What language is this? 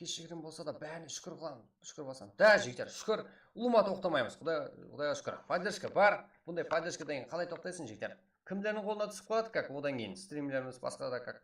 Kara-Kalpak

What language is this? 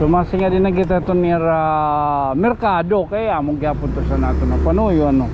Waray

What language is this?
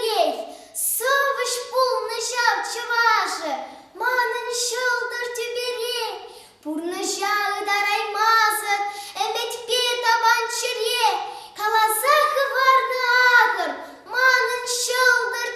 Chuvash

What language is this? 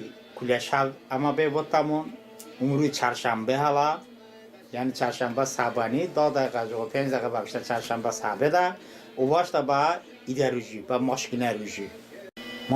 Talysh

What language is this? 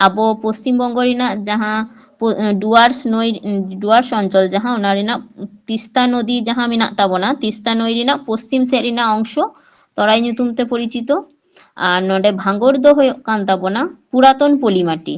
Santali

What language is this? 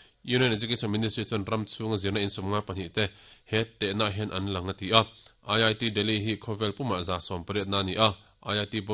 Mizo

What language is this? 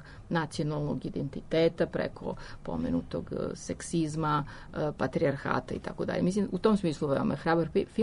Serbian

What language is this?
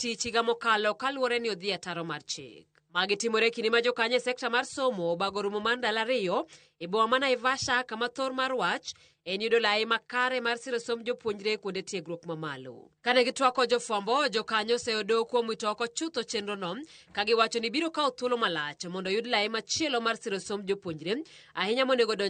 Luo (Kenya and Tanzania)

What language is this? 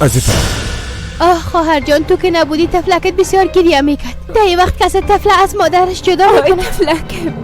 Persian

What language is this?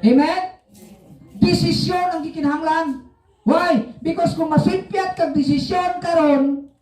Cebuano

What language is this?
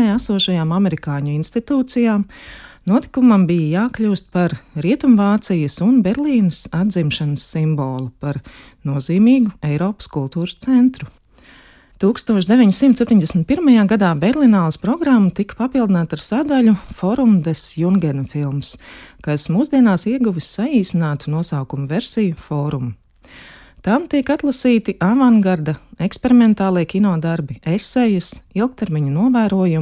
Latvian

